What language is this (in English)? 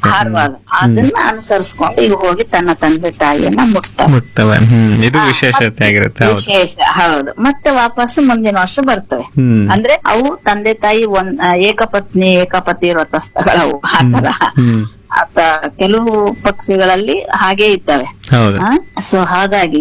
Kannada